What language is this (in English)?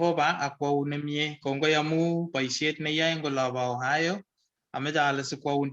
Kalenjin